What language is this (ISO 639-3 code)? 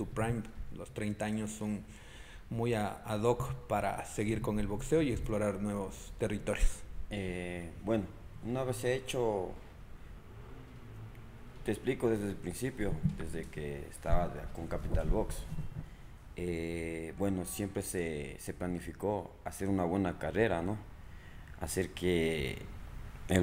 spa